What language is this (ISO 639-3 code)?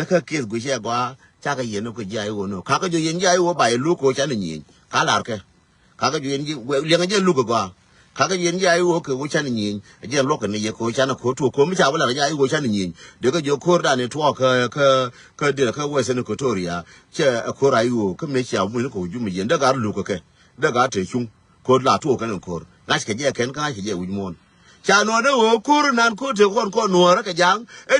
nus